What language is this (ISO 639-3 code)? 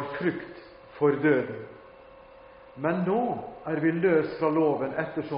nor